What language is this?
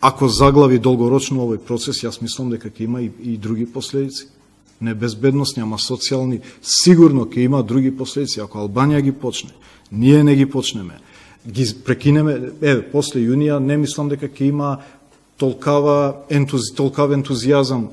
Macedonian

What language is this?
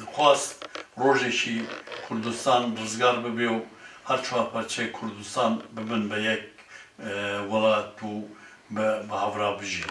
Kurdish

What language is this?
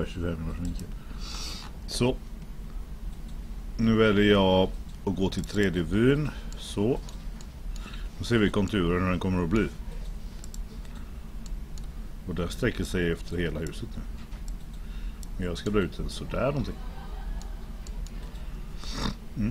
Swedish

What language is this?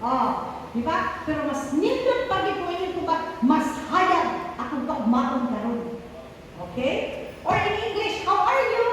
Cebuano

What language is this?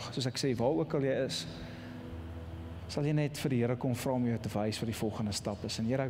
Afrikaans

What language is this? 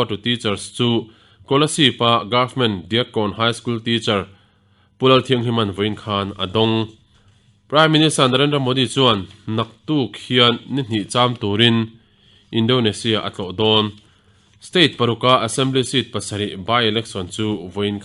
Mizo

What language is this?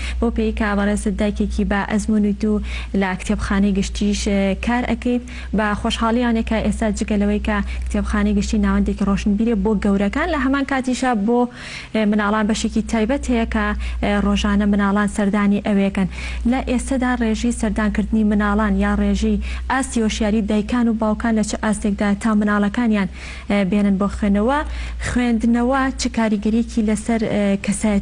Central Kurdish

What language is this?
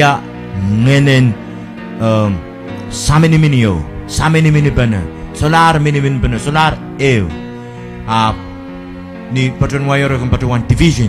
Pohnpeian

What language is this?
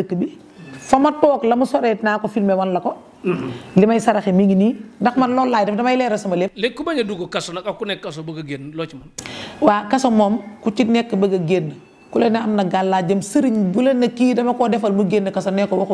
Wolof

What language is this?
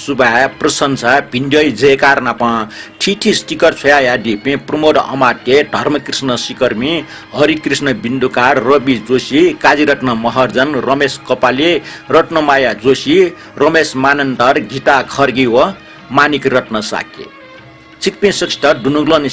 Newari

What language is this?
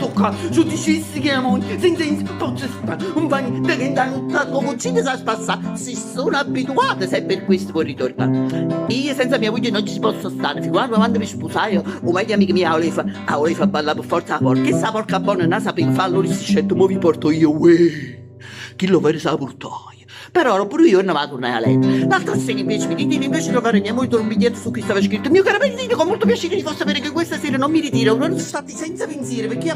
Neapolitan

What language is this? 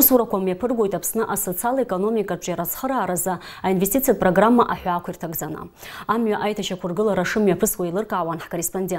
Abkhazian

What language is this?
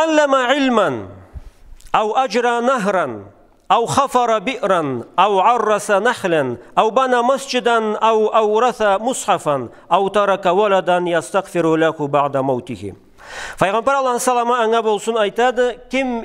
Karachay-Balkar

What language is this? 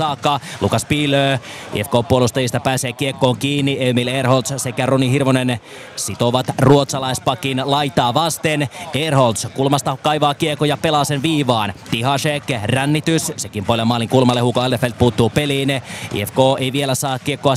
Finnish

